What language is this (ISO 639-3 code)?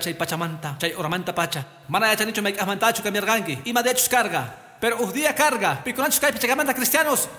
que